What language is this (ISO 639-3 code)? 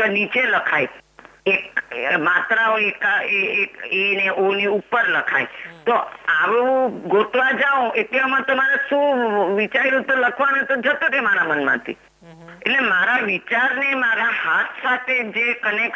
guj